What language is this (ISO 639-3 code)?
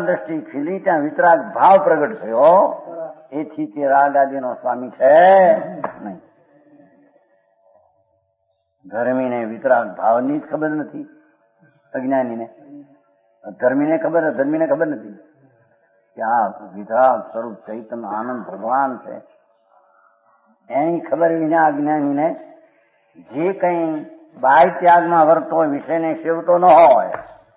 guj